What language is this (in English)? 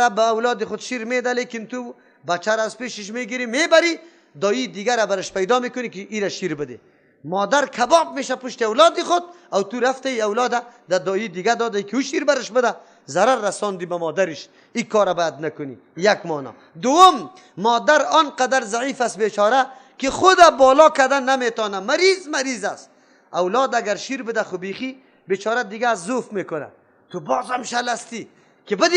Persian